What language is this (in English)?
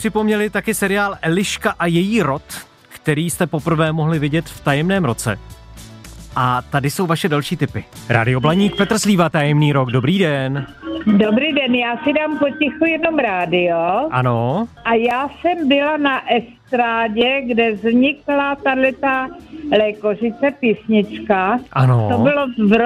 Czech